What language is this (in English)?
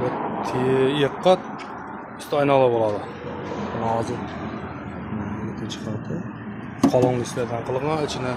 Uzbek